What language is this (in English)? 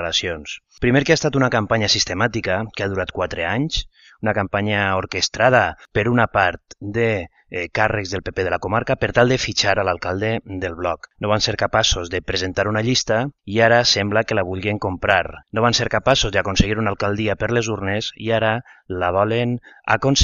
Catalan